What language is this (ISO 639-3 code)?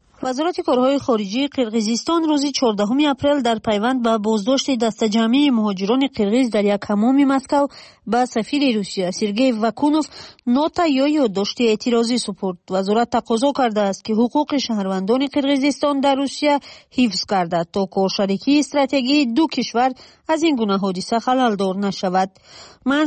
fas